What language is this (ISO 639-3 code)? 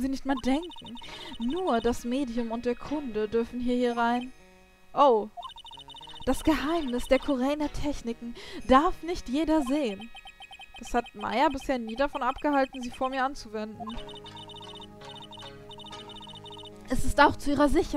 deu